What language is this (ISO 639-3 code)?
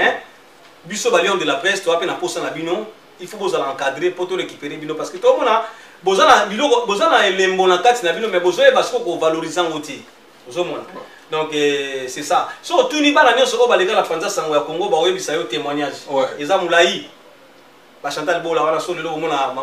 lin